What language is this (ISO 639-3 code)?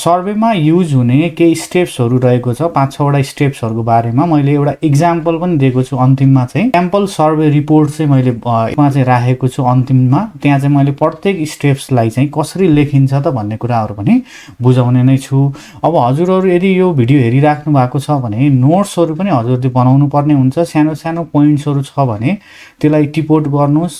nep